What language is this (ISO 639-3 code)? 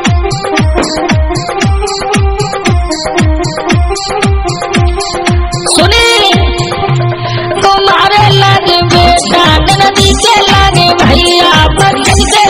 bho